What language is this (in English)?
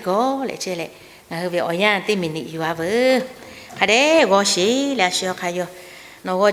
Lahu